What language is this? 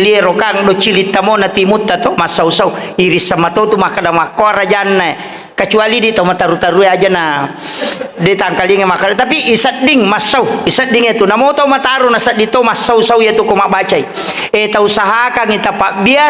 Buginese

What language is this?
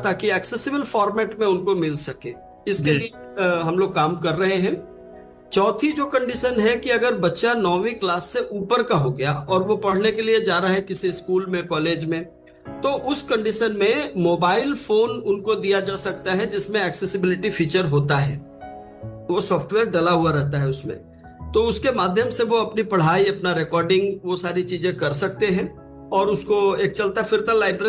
Hindi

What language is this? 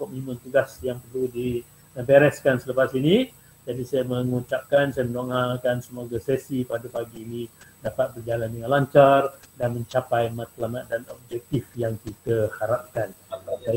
Malay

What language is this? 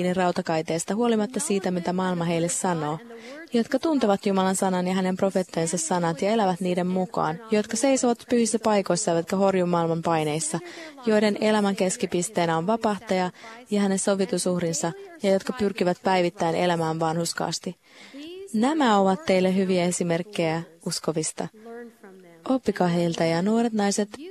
Finnish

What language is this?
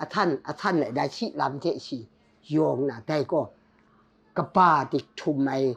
Kachin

